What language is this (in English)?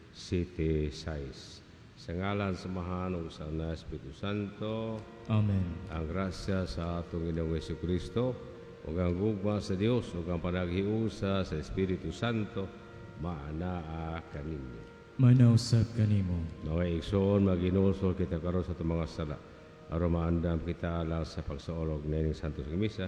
Cebuano